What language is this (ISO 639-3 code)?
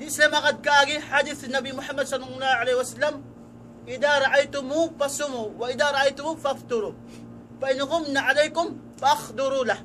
tsg